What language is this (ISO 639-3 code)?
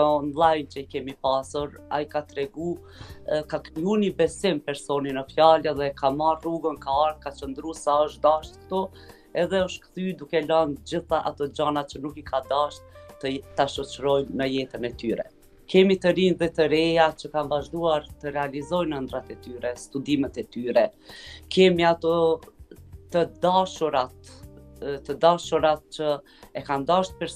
sqi